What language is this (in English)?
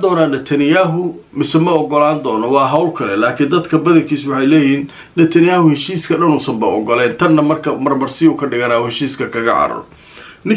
Somali